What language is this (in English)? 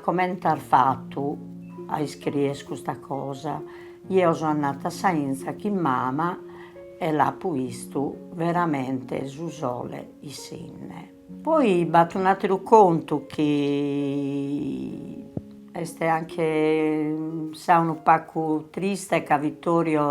Sardinian